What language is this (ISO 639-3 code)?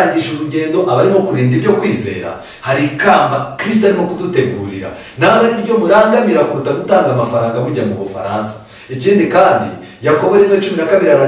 kin